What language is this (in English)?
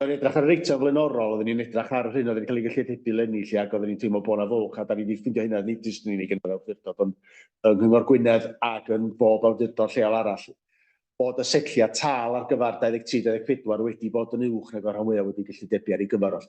Welsh